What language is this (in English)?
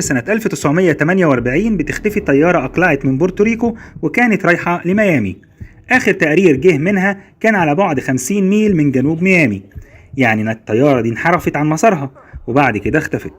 Egyptian Arabic